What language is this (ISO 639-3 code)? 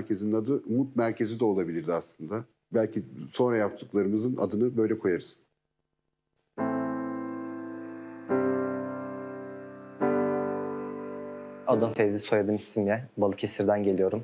tur